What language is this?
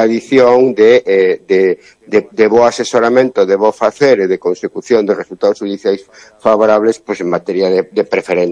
Galician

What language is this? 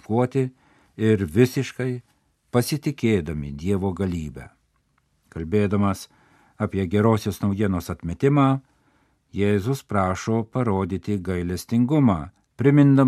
Lithuanian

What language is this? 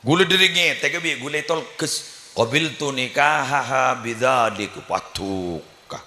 Madurese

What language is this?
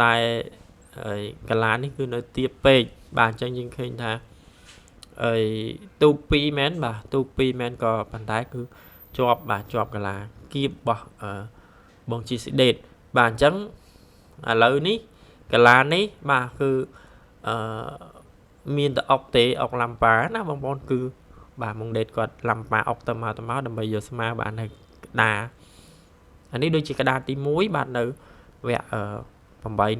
Khmer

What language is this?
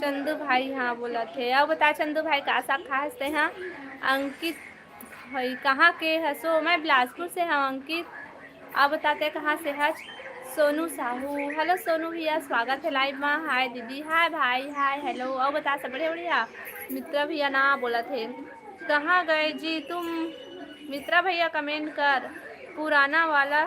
Chhattisgarhi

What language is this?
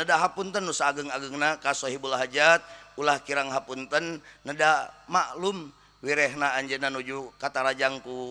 Sundanese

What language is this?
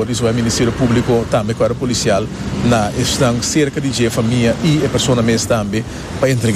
Papiamento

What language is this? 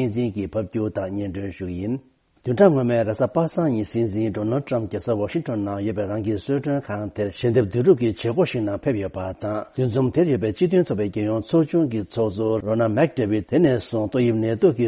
Tibetan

